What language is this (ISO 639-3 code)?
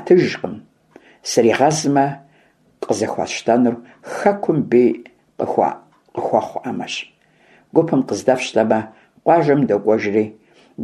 kbd